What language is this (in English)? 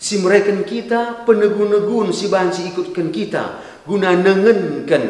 Batak Karo